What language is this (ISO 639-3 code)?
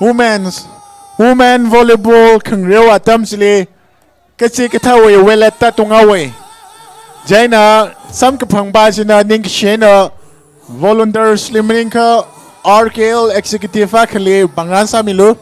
nmf